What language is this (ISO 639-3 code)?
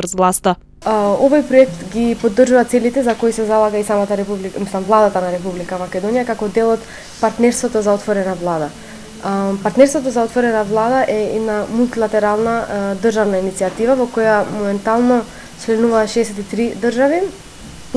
mkd